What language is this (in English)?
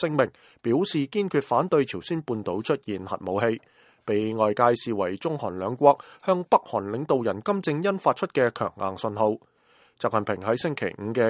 Cantonese